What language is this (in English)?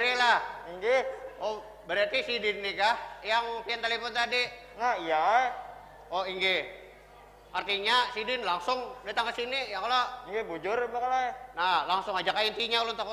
Banjar